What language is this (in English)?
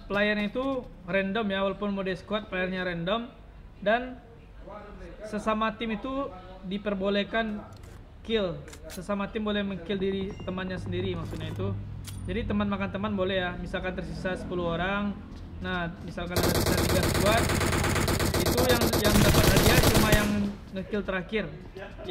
Indonesian